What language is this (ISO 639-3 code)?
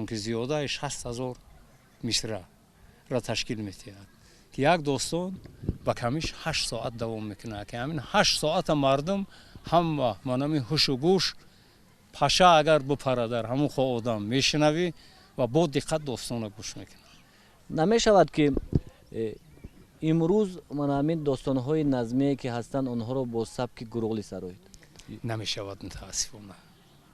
tgk